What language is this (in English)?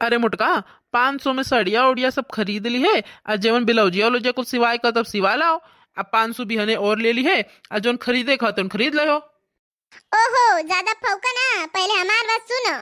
Bhojpuri